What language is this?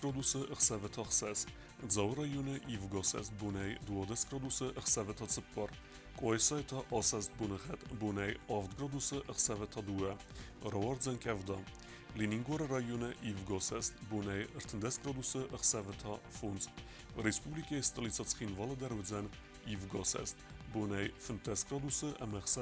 Ossetic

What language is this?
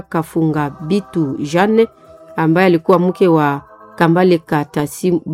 Swahili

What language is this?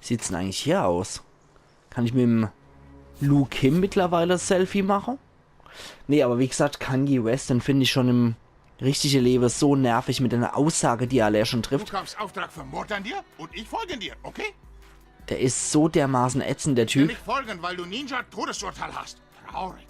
Palatine German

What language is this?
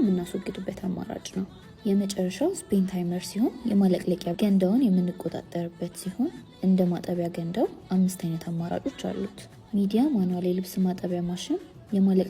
Amharic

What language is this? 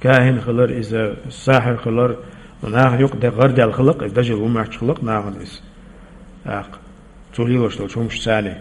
Chechen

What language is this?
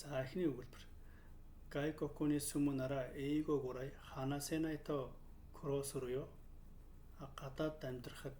Mongolian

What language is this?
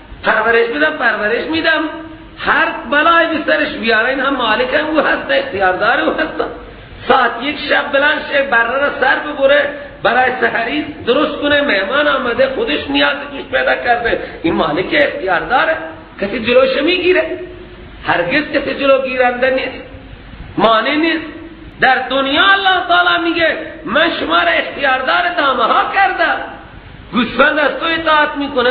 Persian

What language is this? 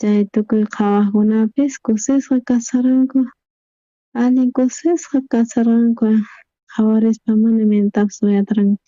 South Bolivian Quechua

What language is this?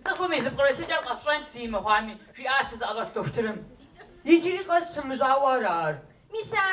Kabardian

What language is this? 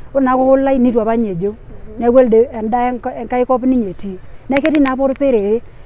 Masai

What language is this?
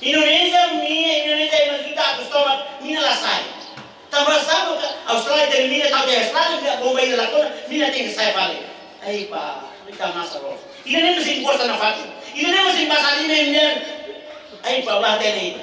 Tetum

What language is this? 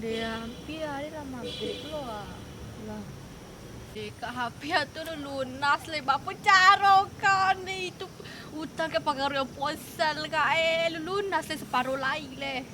Minangkabau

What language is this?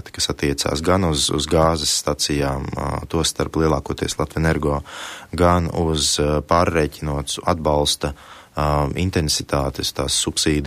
Latvian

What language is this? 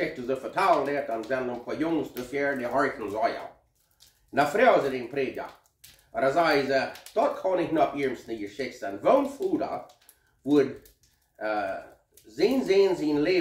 Plautdietsch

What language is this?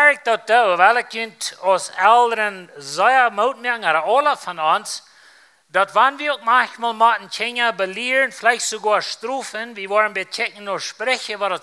Plautdietsch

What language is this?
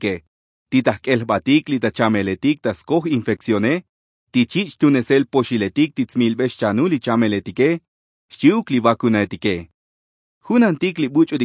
Tzotzil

